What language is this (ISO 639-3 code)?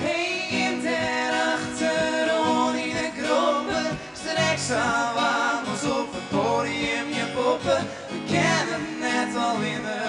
fry